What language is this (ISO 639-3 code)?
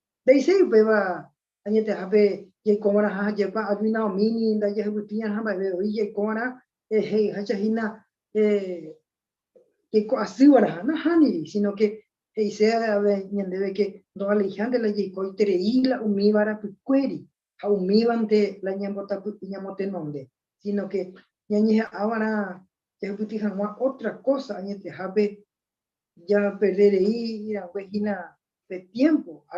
grn